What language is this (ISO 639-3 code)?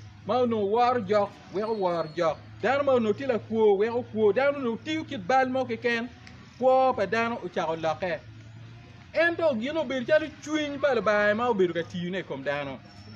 ach